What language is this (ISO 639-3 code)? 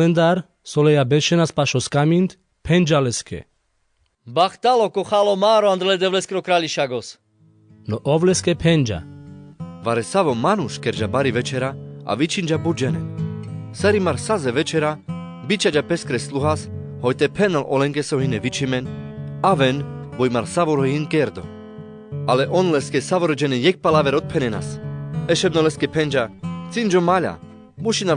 rmc